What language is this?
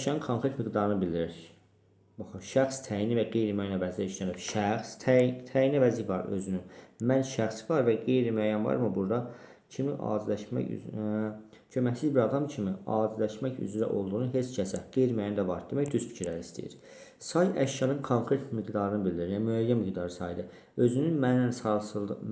Azerbaijani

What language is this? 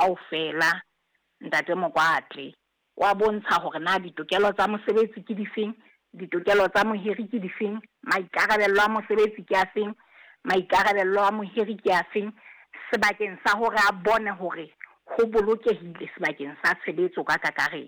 Southern Sotho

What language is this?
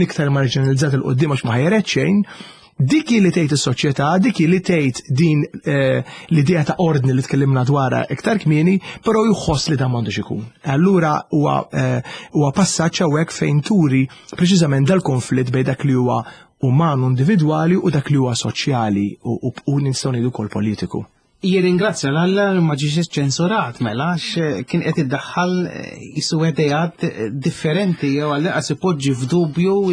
Maltese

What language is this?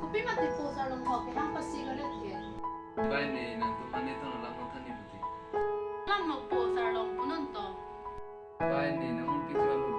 Karbi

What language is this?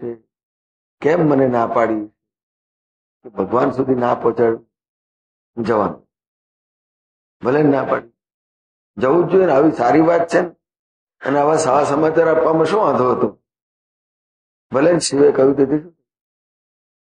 Gujarati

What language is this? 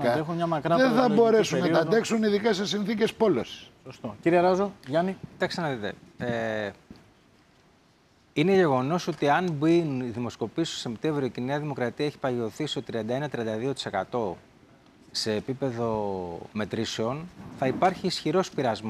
Greek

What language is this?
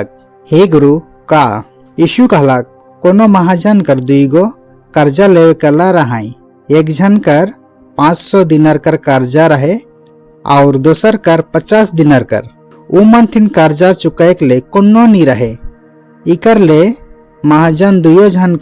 Sadri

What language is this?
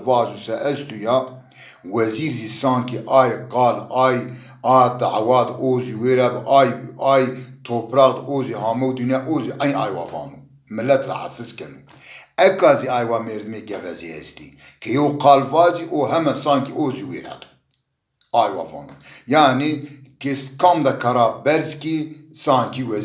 Zaza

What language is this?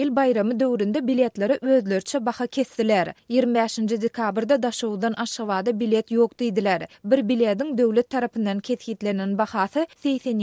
Turkmen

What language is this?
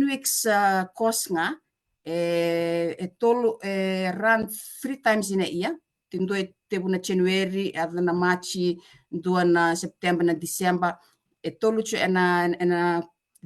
Fijian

